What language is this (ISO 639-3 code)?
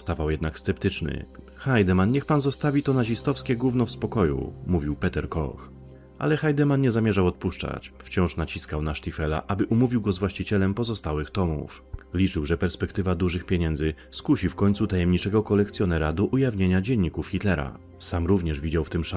pol